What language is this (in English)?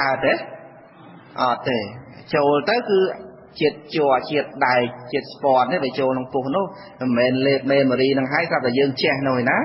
Khmer